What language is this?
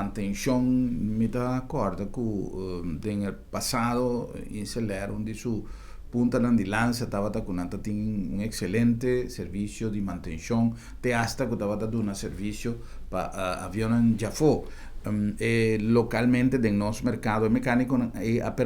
Papiamento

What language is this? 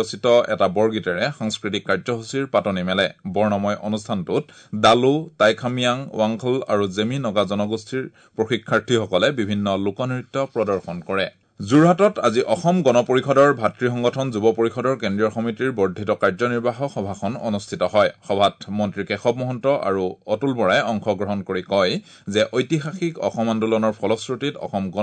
Assamese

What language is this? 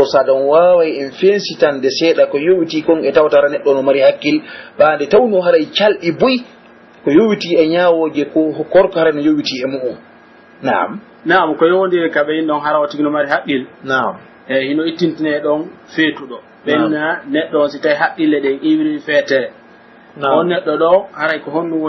Pular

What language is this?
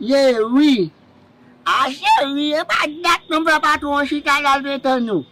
Haitian Creole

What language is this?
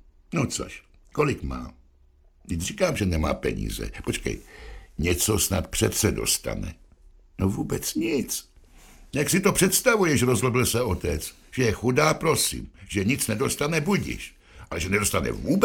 Czech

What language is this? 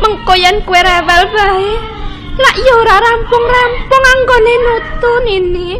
Javanese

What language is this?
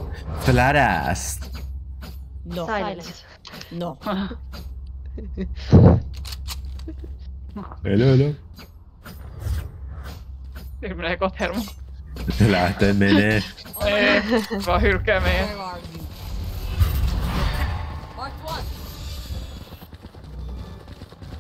Finnish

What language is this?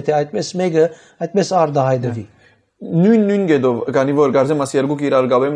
Western Armenian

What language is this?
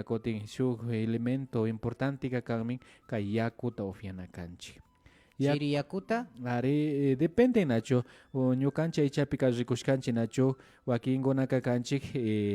Imbabura Highland Quichua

